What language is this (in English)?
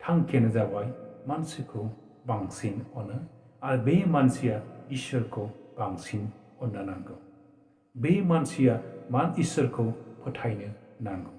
Bodo